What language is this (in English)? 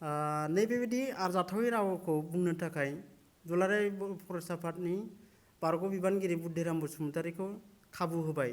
Bodo